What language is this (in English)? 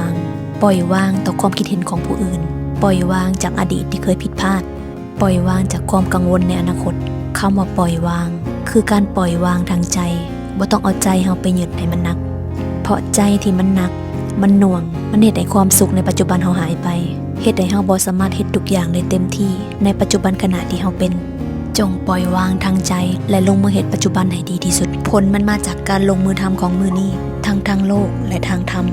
Lao